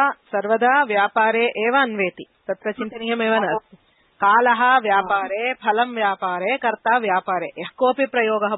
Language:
Sanskrit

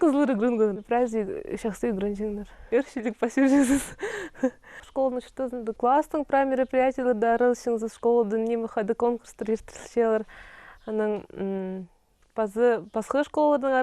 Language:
Khakas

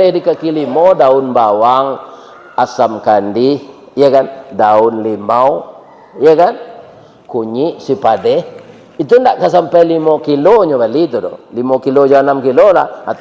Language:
Minangkabau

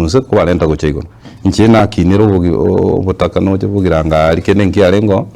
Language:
Gusii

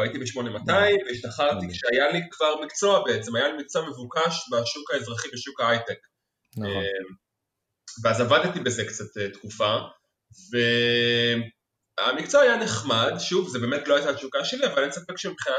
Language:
Hebrew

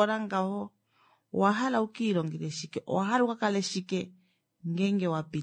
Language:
Kuanyama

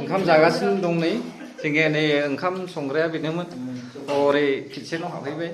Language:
Bodo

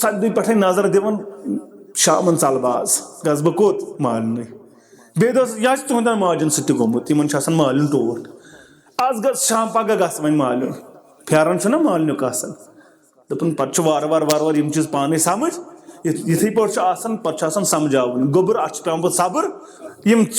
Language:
Kashmiri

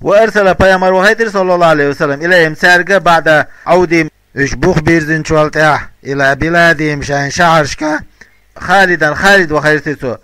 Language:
Chechen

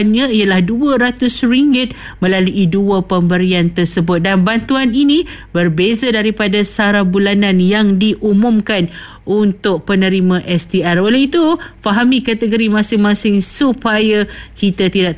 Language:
Malay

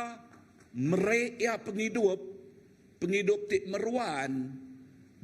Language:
Iban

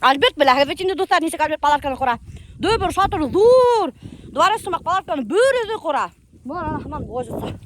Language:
Bashkir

